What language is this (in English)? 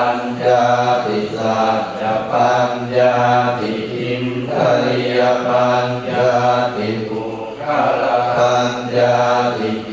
Pali